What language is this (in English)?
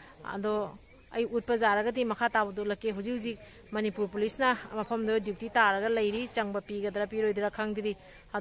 Manipuri